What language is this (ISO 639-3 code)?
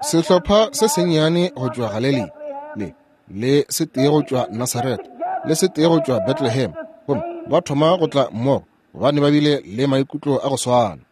nso